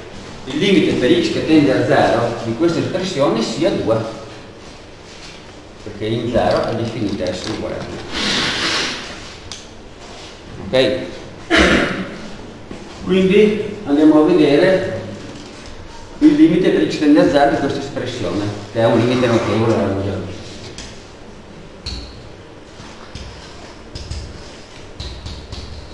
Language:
Italian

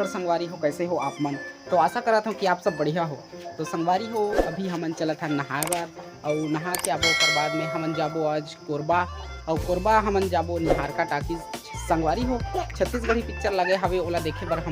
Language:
Chhattisgarhi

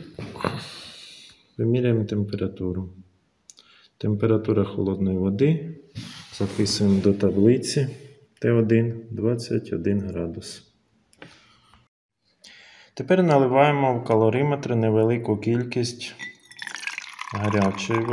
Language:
Ukrainian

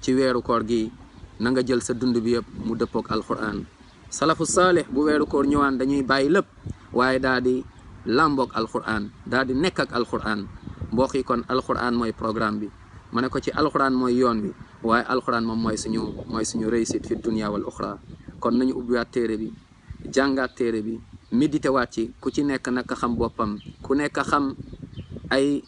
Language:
Wolof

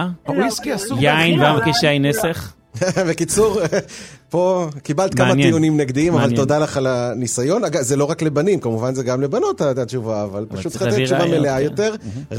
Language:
Hebrew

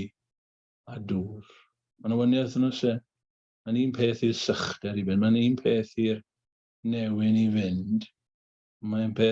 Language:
Welsh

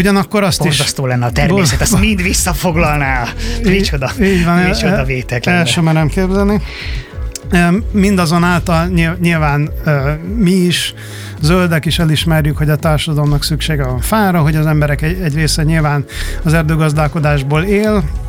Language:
Hungarian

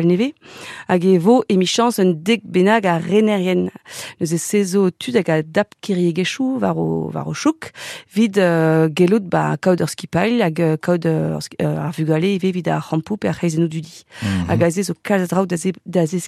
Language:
Breton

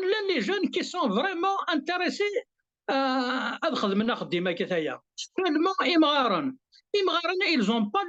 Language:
Kabyle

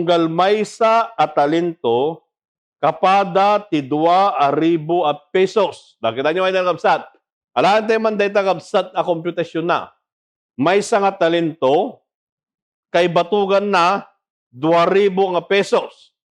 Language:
Iloko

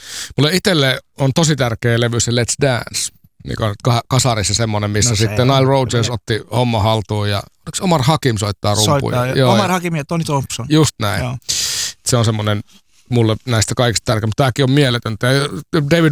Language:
Finnish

